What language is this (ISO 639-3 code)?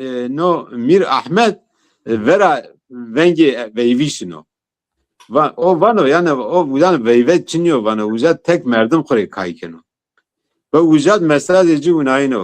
zza